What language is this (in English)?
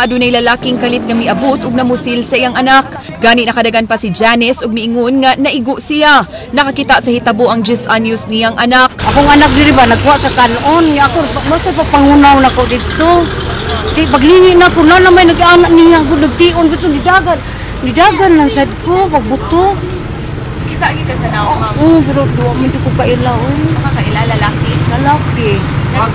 Cebuano